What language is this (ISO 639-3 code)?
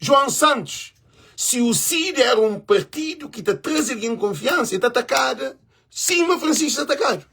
kea